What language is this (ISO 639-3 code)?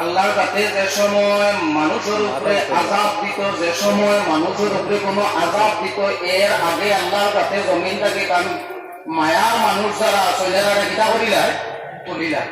syl